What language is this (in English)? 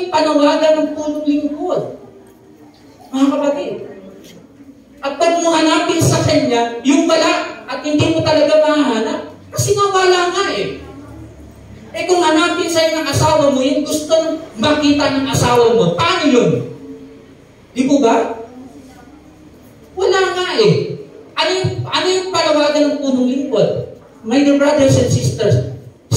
Filipino